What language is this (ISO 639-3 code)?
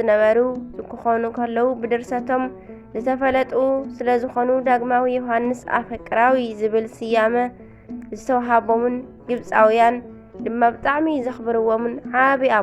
tir